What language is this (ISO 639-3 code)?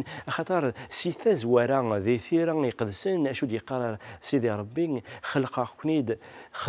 kab